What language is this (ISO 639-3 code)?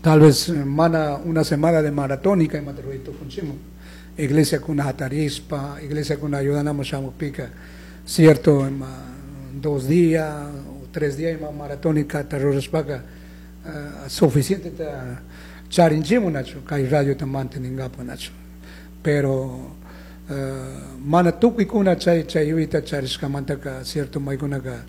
qug